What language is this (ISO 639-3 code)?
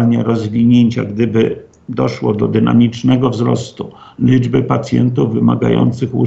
pol